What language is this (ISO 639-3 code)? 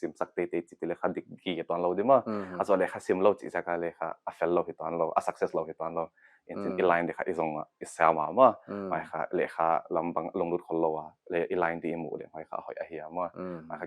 pck